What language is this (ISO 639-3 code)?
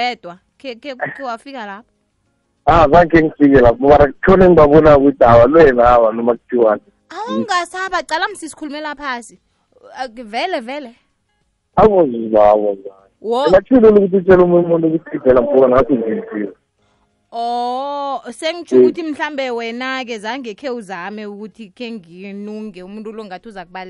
nbl